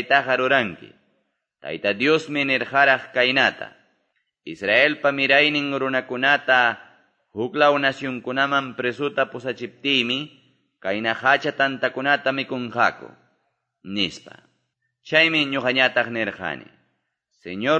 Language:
Quechua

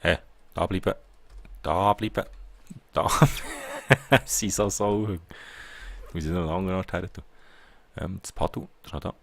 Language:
Swiss German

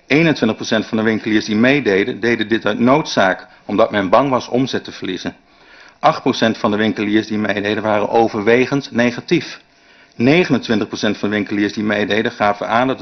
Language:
Dutch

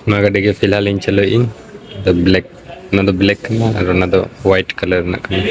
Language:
Santali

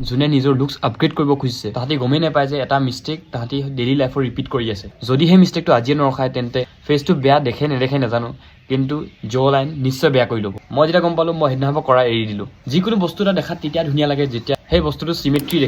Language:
Assamese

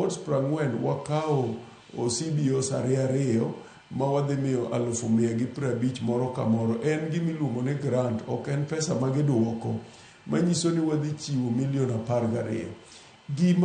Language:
Luo (Kenya and Tanzania)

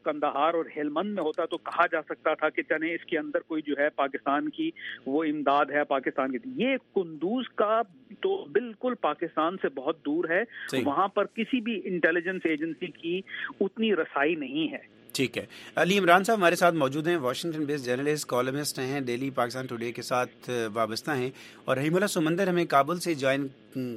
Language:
Urdu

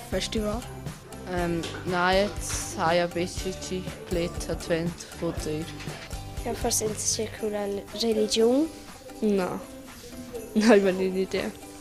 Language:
Romansh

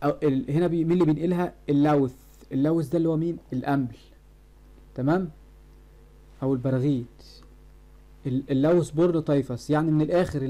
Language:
Egyptian Arabic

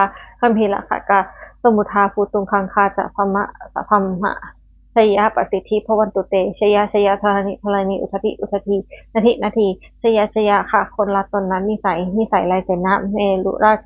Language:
Pali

